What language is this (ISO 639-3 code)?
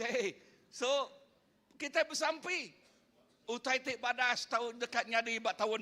iba